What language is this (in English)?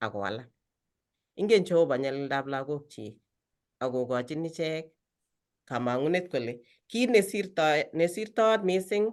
Kalenjin